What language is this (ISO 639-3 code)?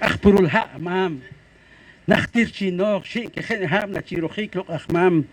poh